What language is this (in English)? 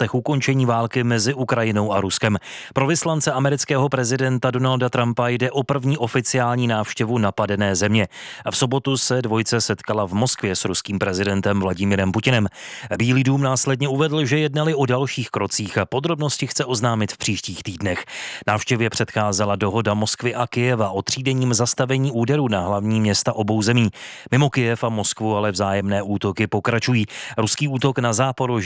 Czech